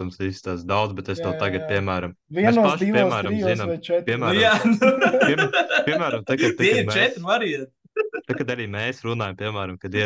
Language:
Latvian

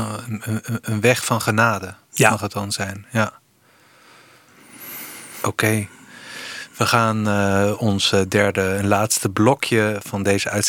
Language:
Dutch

